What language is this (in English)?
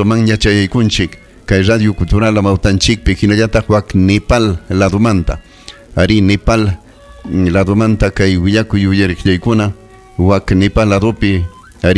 Ayacucho Quechua